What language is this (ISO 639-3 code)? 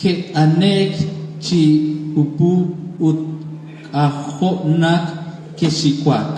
kek